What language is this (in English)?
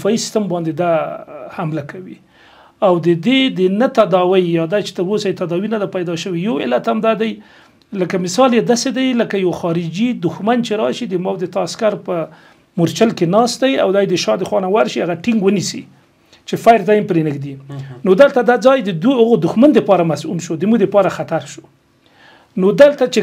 Pashto